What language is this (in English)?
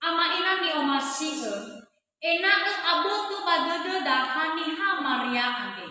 Nias